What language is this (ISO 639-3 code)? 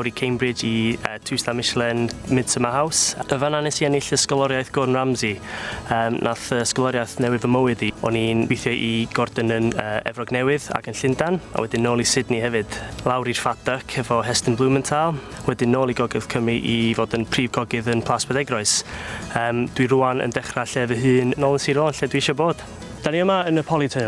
cym